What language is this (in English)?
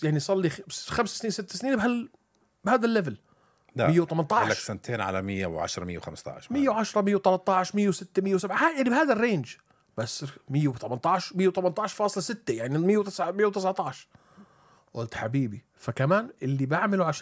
North Levantine Arabic